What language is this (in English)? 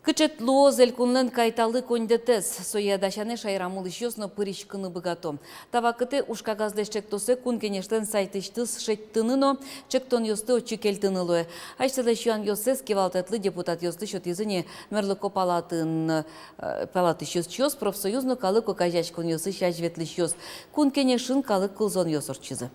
Udmurt